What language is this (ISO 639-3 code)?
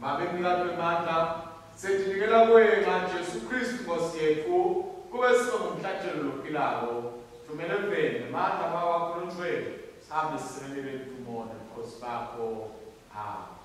ssw